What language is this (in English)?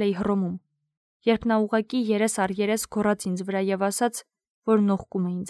Armenian